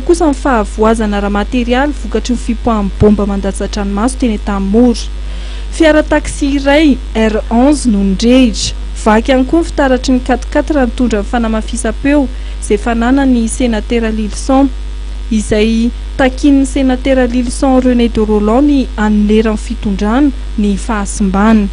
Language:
Malagasy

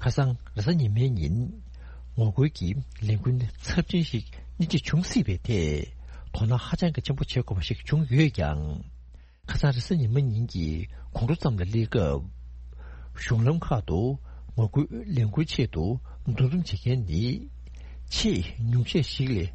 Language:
Tibetan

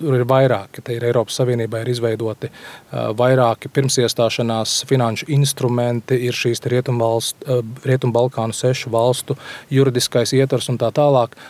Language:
Latvian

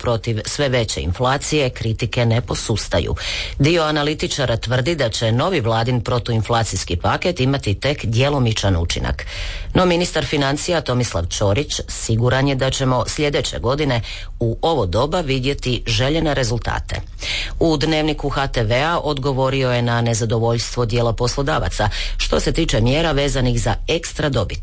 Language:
Croatian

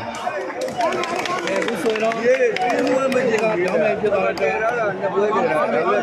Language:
Burmese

